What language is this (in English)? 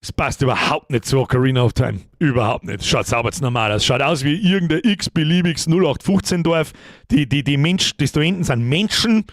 Bavarian